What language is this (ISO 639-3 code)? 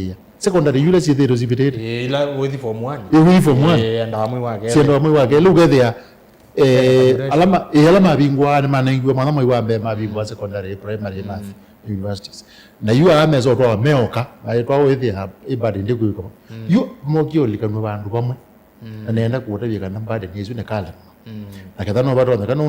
kam